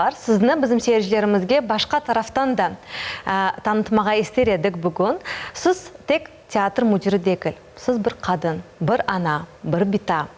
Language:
Crimean Tatar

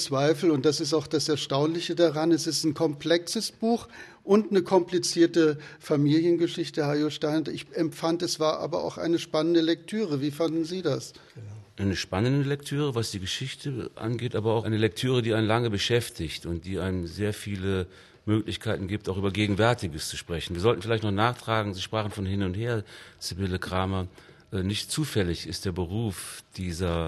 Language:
German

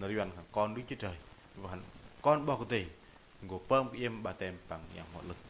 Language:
Bahnar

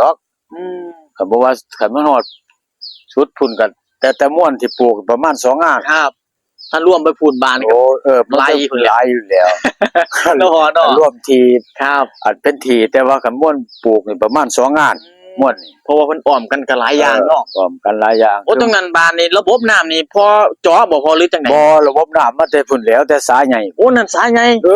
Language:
Northeastern Thai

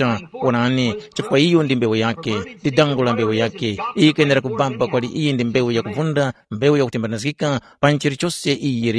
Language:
Tumbuka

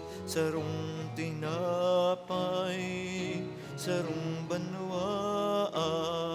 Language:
Bikol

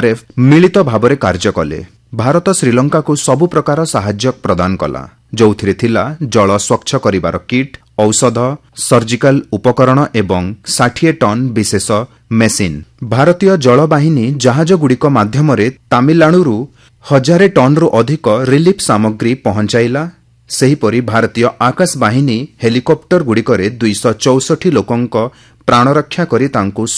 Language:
Odia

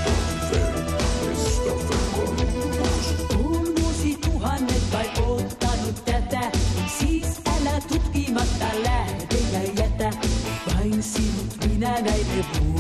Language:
Finnish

